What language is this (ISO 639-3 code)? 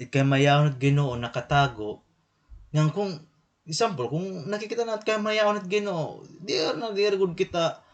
war